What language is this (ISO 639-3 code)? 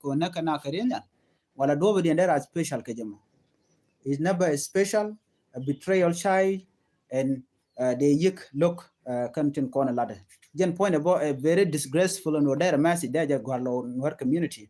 nus